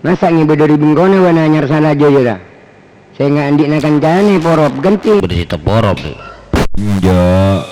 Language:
Madurese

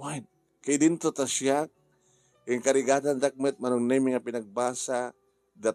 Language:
Iloko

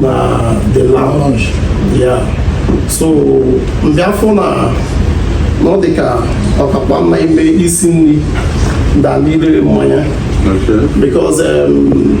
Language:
Igbo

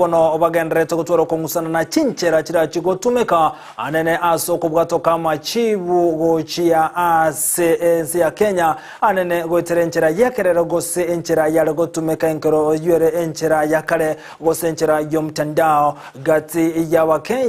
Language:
Gusii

